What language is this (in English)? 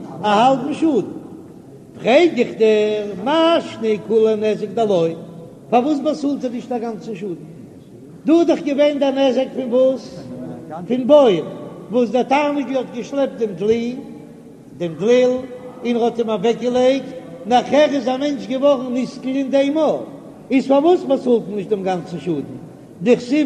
Yiddish